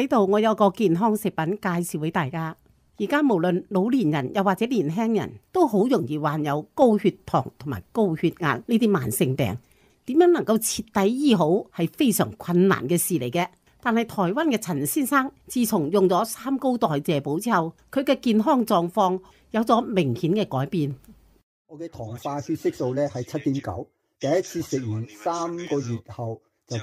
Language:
Cantonese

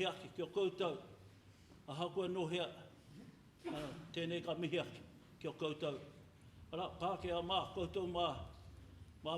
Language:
Māori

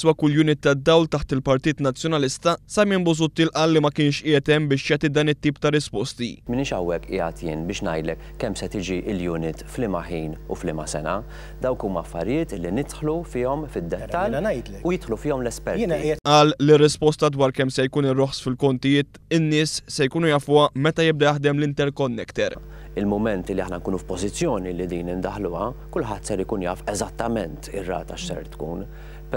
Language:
Maltese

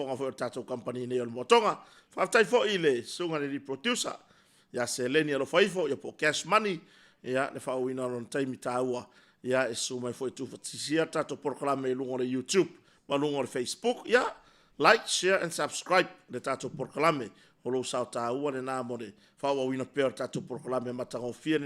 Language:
Samoan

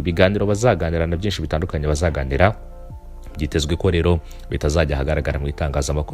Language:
Kinyarwanda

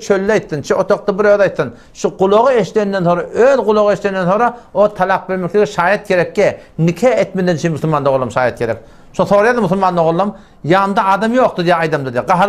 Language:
Turkmen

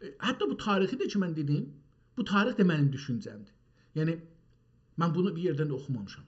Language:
South Azerbaijani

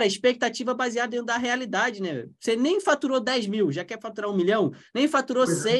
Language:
Portuguese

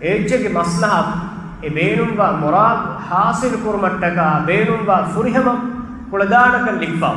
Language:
Divehi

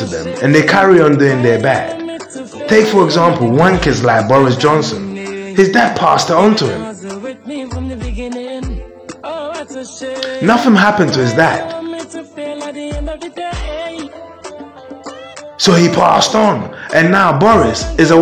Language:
English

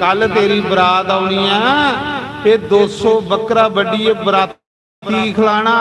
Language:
Dogri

